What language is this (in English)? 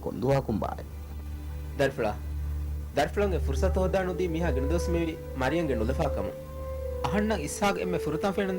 Divehi